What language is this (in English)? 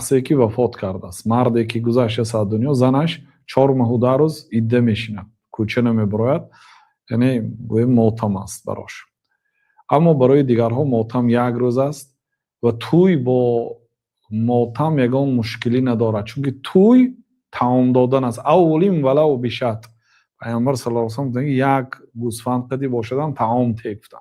Tajik